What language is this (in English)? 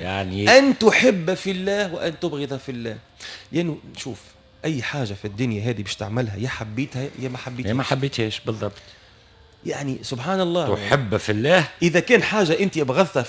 Tunisian Arabic